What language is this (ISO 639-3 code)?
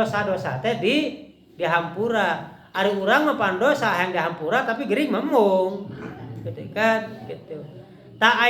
sun